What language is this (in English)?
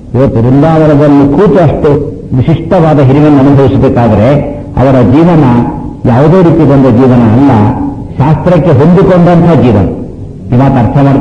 Kannada